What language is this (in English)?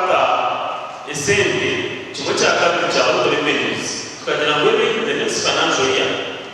Nyankole